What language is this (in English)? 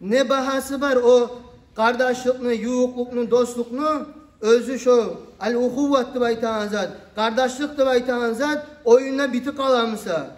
Kumyk